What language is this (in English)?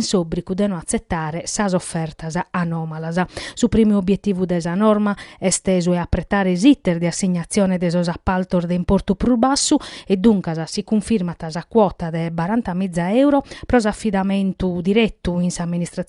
Sardinian